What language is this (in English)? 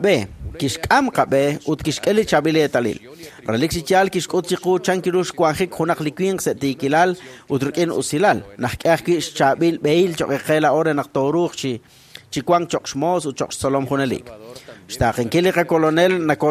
Kekchí